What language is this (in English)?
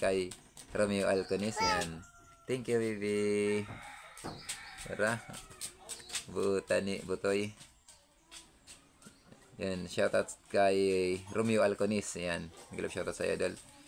Filipino